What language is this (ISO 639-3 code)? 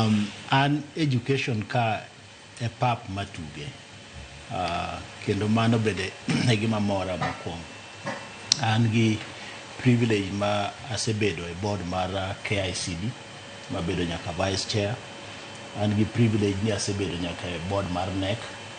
luo